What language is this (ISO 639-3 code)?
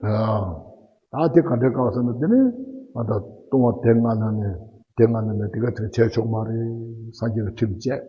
bod